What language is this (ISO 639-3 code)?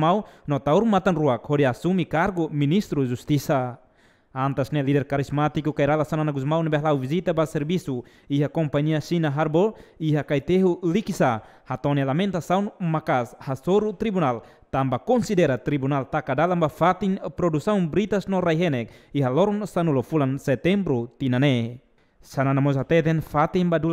tet